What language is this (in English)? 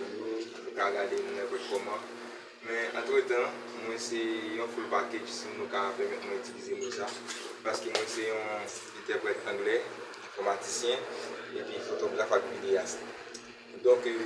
Haitian Creole